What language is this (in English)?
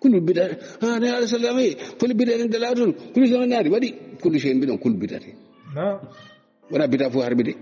Fula